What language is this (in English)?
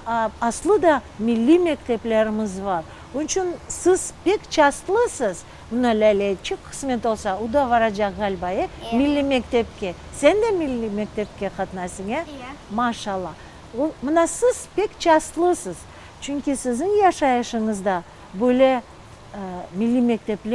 Crimean Tatar